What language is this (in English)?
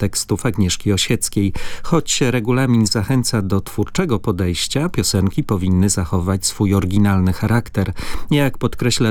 Polish